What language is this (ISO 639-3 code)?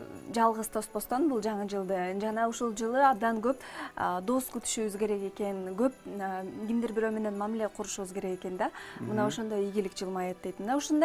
kir